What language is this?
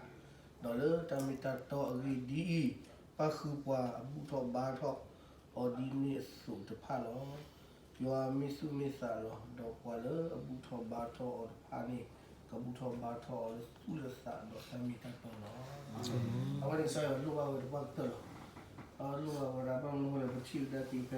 S'gaw Karen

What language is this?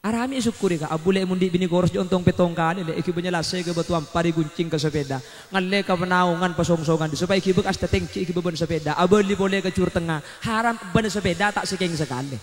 Madurese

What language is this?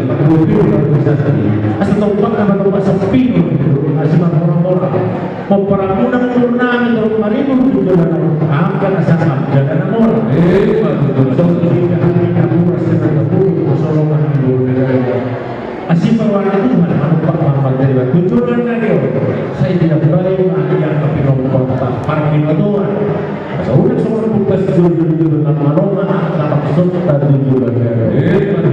Batak Toba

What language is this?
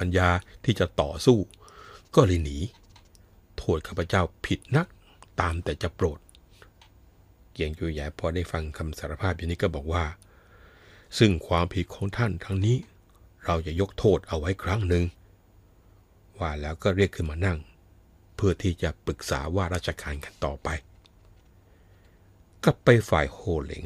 Thai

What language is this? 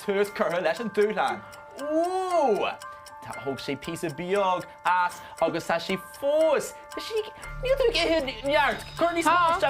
Irish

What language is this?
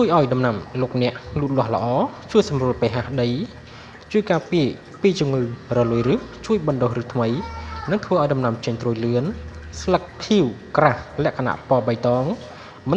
Khmer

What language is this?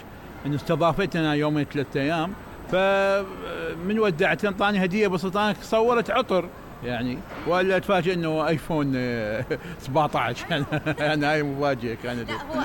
Mesopotamian Arabic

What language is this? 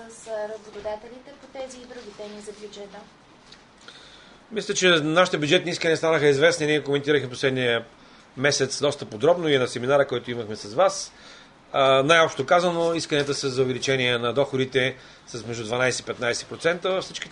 Bulgarian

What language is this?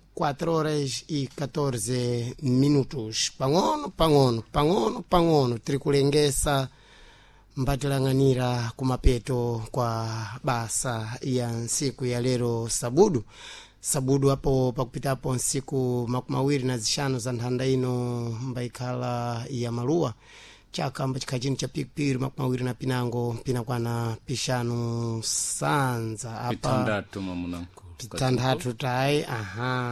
Sena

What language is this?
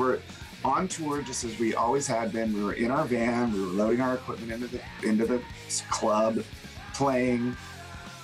English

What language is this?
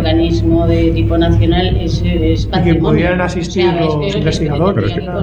Spanish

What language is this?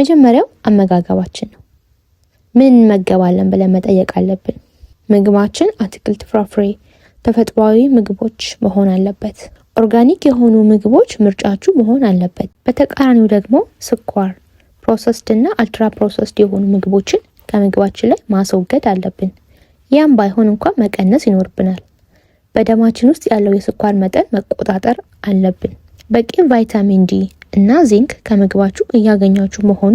Amharic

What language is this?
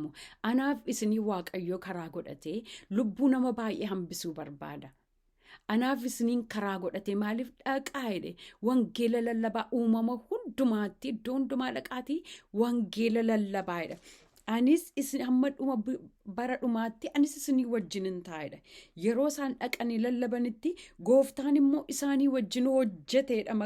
Oromo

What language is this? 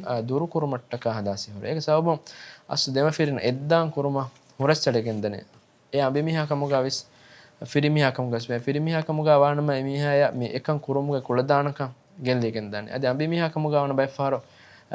Divehi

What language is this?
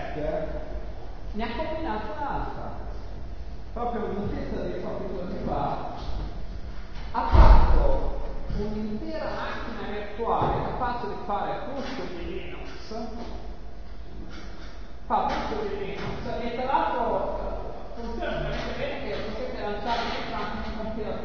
Italian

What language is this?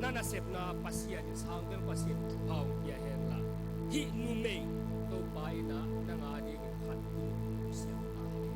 Tedim Chin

